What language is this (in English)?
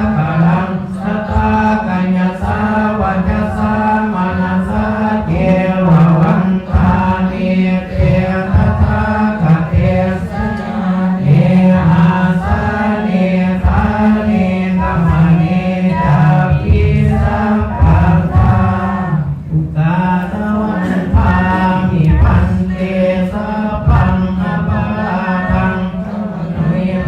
Pali